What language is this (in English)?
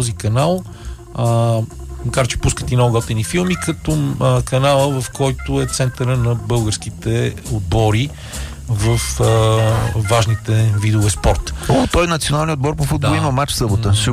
Bulgarian